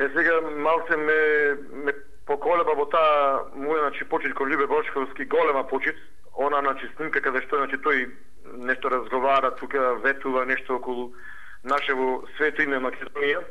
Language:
Macedonian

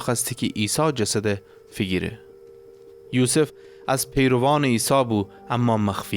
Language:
Gilaki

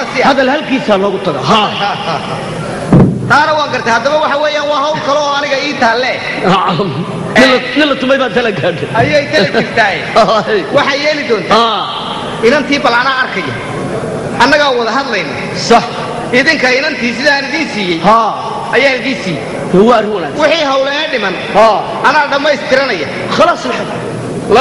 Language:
Somali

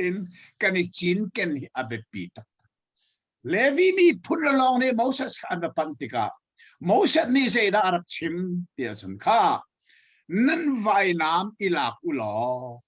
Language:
Hakha Chin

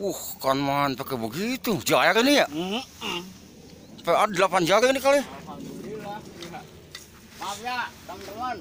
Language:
Betawi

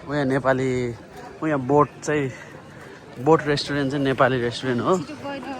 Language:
Nepali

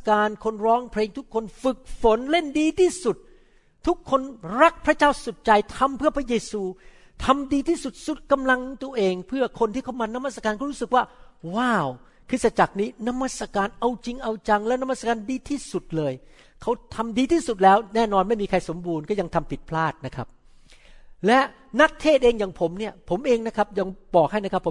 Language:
Thai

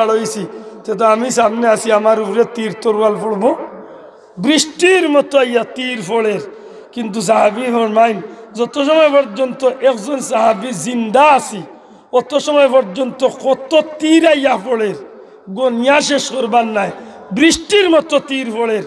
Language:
Sylheti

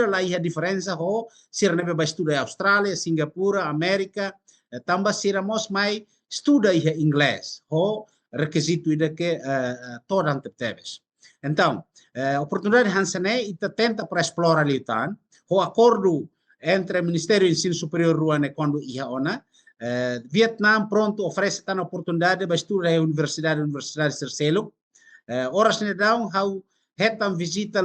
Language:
Tetum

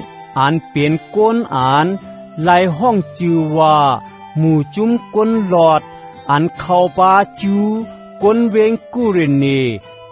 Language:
Shan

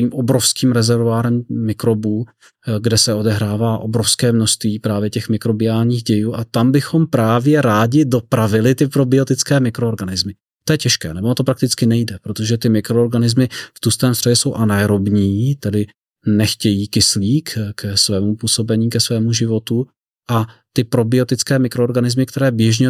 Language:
Czech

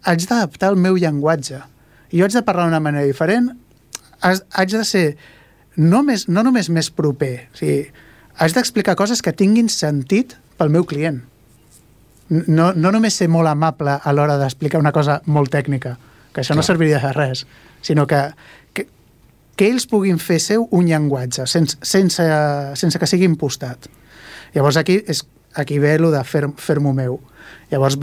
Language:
Catalan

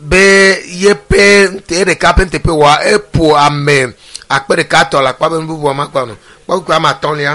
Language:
Ewe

